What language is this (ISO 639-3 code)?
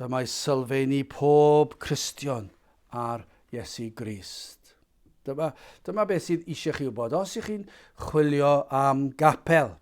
cym